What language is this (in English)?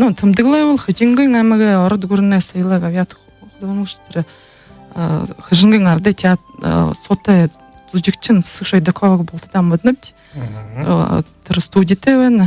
Buriat